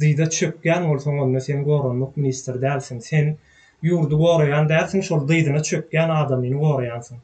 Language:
Turkmen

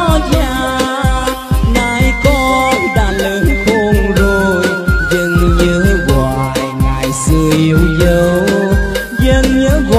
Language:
Vietnamese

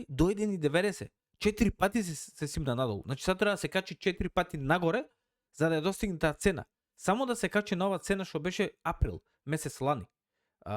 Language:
Macedonian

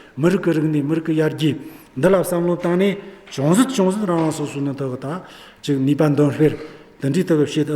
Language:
Amdo Tibetan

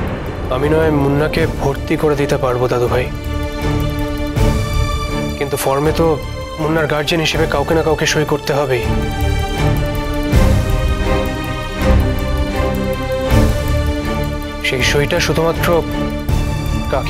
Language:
Bangla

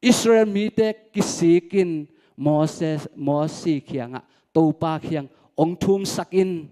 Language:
Tedim Chin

